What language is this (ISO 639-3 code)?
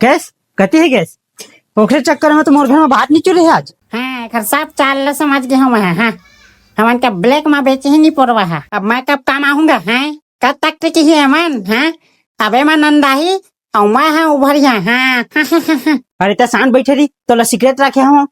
hne